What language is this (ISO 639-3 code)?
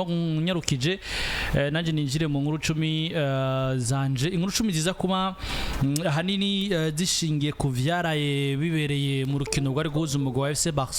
run